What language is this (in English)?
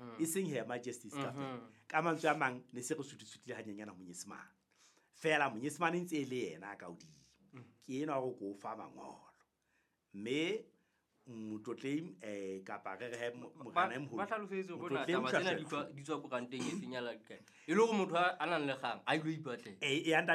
Southern Sotho